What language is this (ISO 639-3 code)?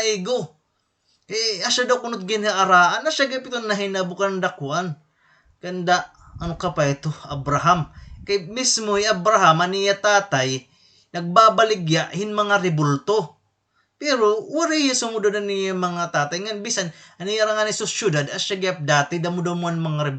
war